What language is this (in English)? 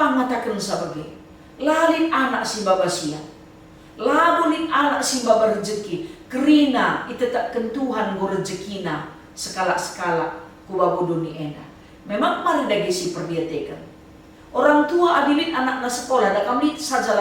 Batak Karo